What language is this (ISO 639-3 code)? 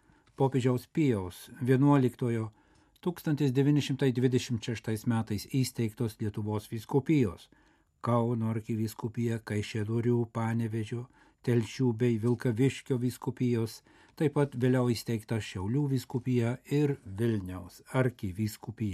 lit